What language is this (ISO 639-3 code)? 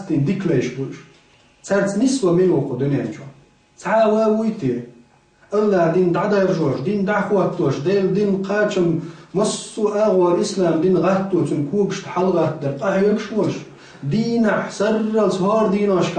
che